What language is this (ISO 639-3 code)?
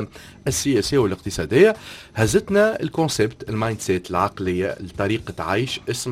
aeb